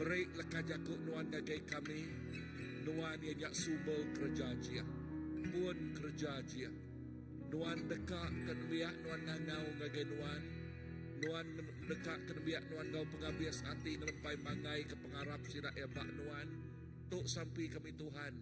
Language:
Iban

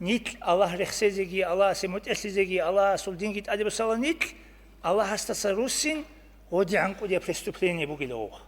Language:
Avaric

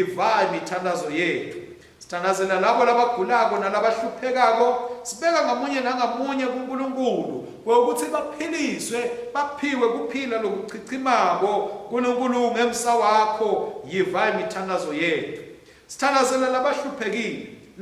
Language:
Swati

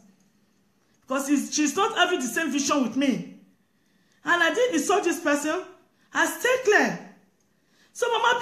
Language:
English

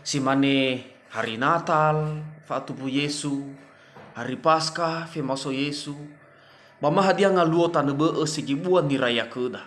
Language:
Nias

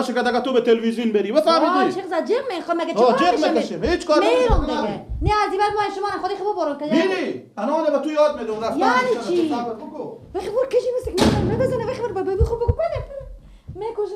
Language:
Persian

